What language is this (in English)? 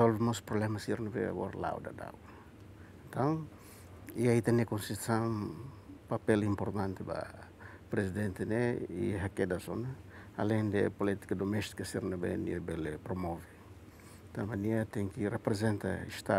Tetum